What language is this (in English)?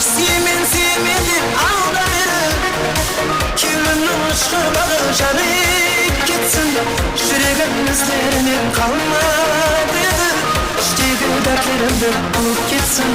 Kara-Kalpak